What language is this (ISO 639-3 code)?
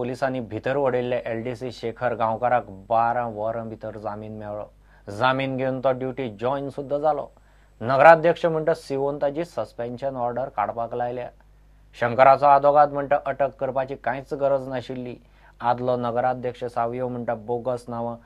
kok